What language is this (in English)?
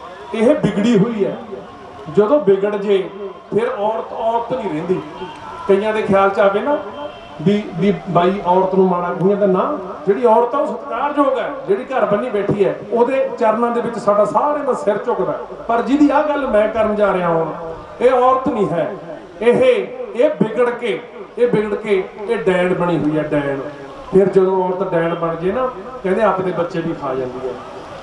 Punjabi